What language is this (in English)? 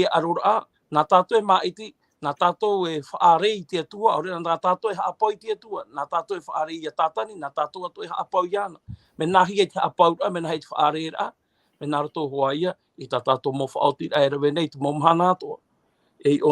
Tahitian